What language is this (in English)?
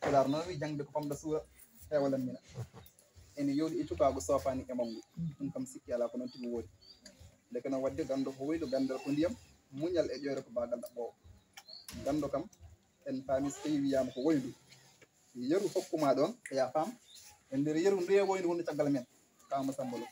Fula